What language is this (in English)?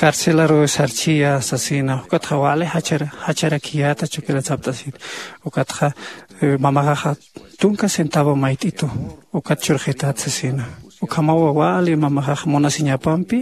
Aymara